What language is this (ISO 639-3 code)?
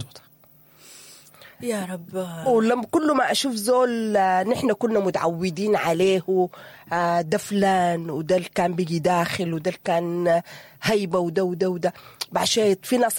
apd